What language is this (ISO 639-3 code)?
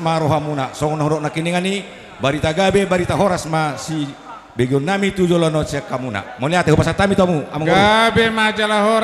bbc